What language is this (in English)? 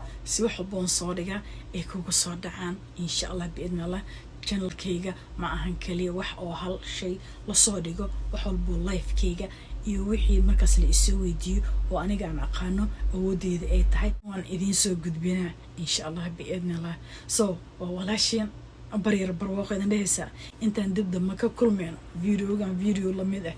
Somali